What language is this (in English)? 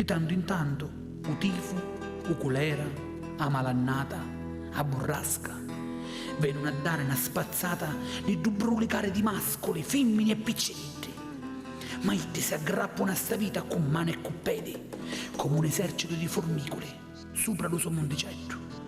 Sicilian